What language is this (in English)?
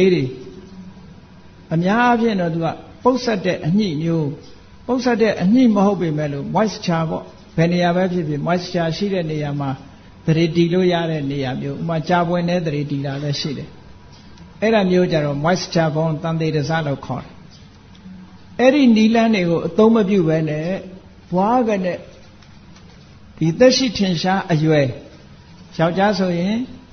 Burmese